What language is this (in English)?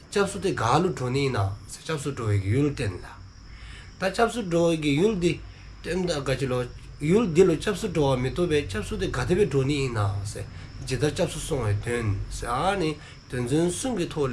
Dzongkha